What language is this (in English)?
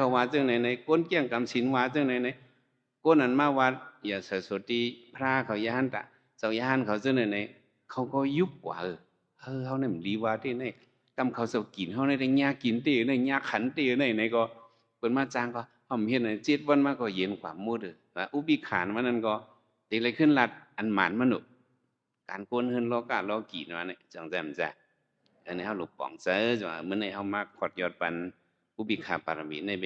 Shan